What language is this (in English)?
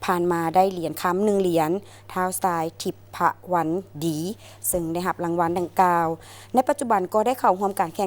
Lao